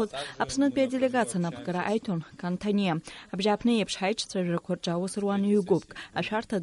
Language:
Abkhazian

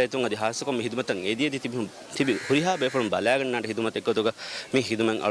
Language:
Divehi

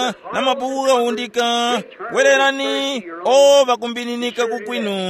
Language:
Tumbuka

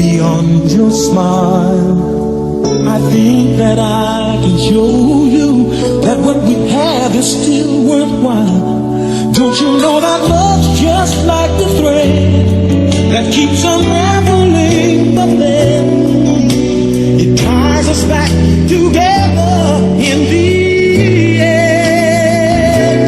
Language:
Waray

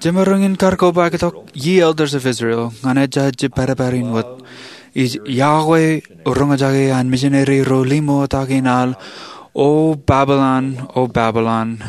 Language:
Marshallese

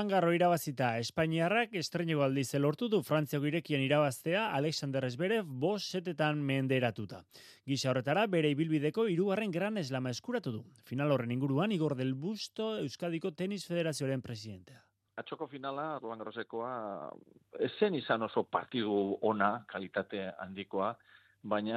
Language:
Basque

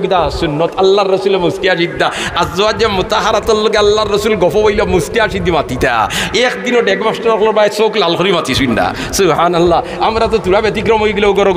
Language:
Sylheti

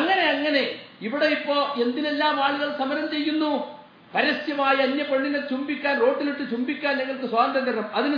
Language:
Malayalam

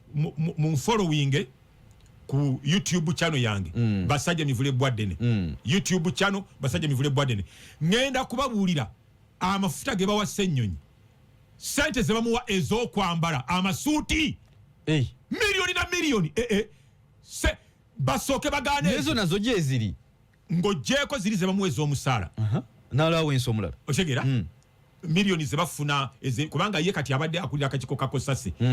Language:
Ganda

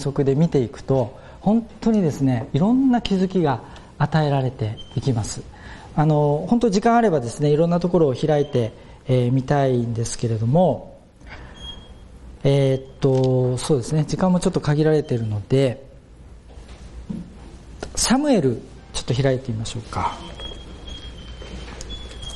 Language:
Japanese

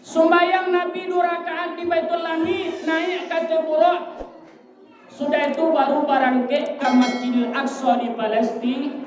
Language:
Minangkabau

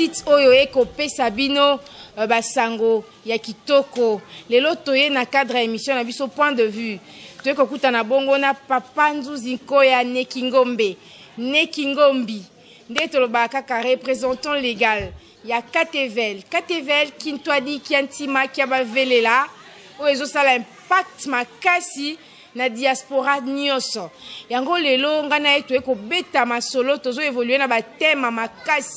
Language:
Lingala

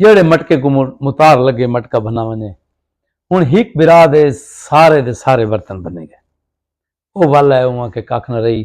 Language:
Saraiki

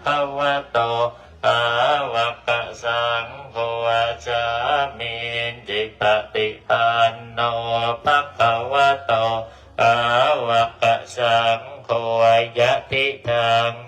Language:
Pali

